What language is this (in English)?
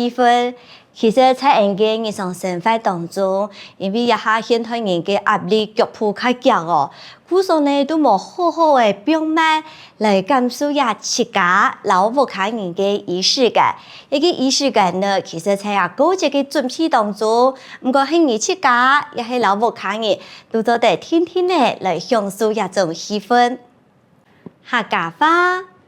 Hakka Chinese